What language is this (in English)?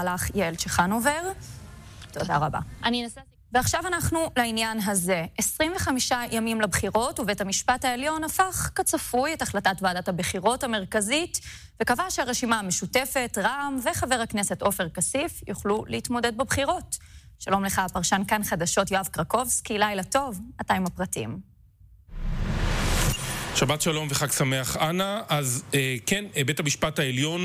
Hebrew